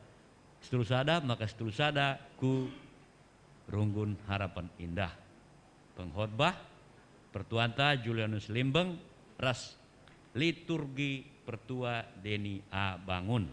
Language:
Batak Karo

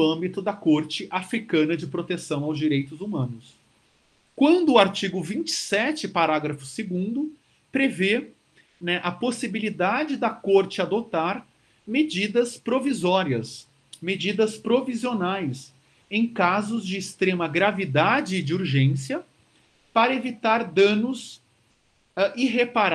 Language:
Portuguese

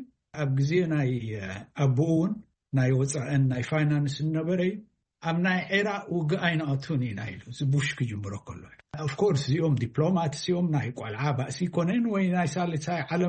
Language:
Tigrinya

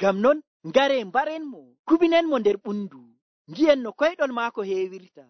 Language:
Nigerian Fulfulde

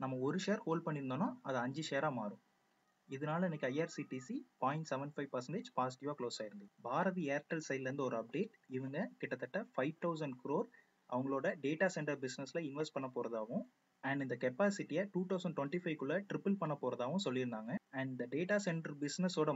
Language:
Tamil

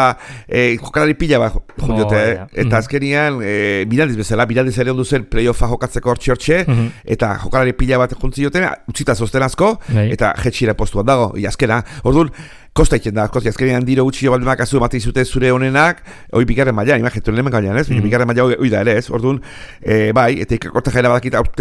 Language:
Basque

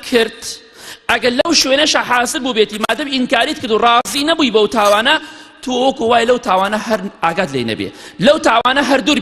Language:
Central Kurdish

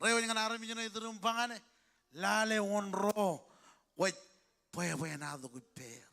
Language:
Marshallese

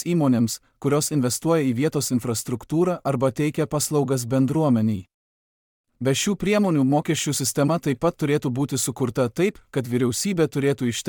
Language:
Lithuanian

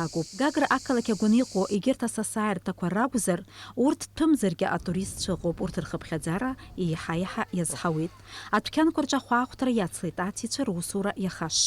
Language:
Abkhazian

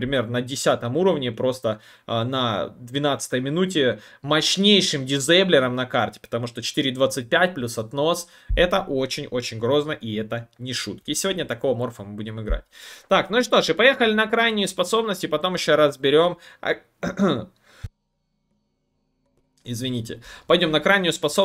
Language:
Russian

